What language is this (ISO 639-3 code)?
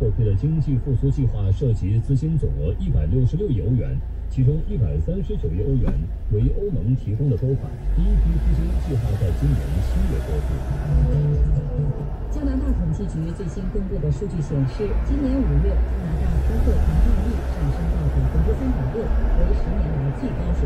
zho